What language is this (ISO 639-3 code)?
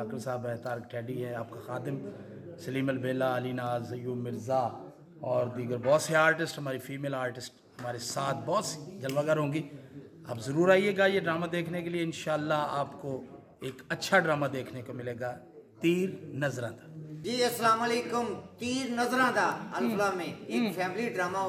pan